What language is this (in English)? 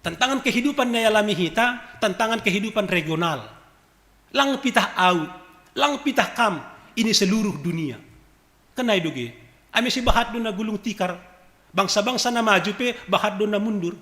Batak Simalungun